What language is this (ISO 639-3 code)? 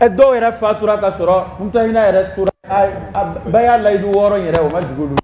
bam